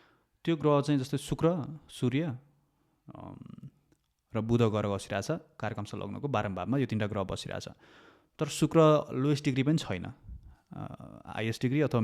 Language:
Nepali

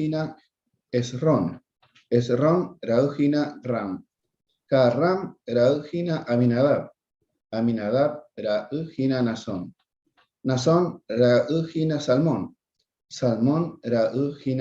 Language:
Guarani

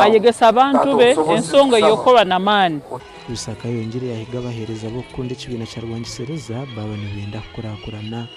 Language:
Nyankole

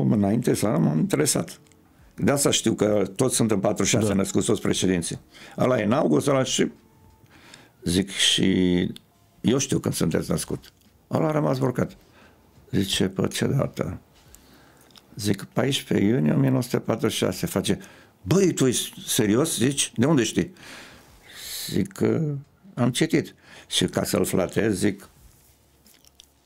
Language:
Romanian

